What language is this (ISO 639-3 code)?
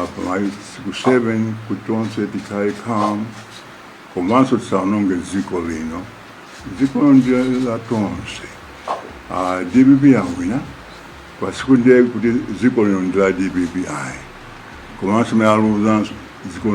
nya